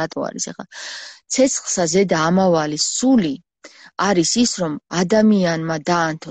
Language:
Georgian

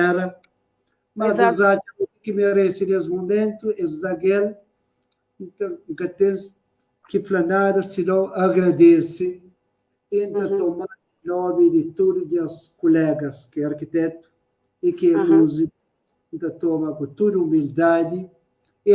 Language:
Kabuverdianu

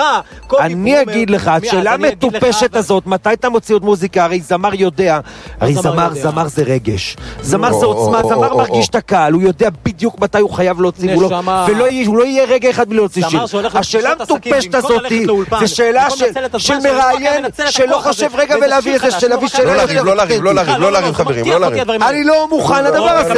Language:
Hebrew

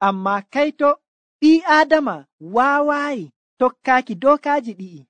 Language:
Nigerian Fulfulde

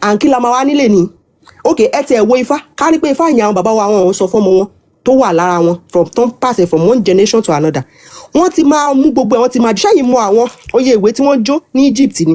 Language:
Yoruba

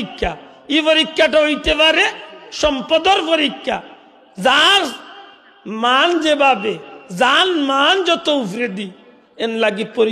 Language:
Sylheti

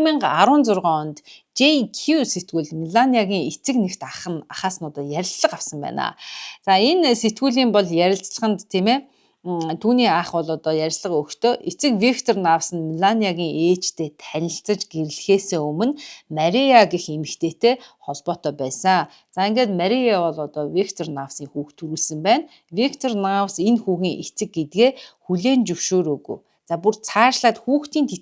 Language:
Mongolian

